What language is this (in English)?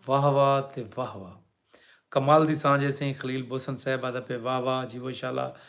Saraiki